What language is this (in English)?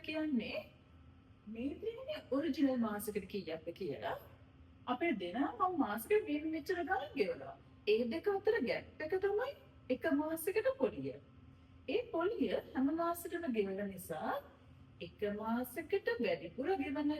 Sinhala